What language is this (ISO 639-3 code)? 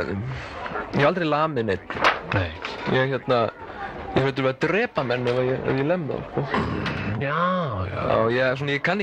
isl